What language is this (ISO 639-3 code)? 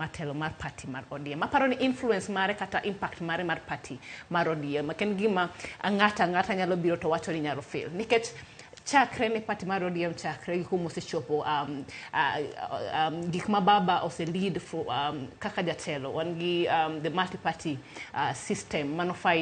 luo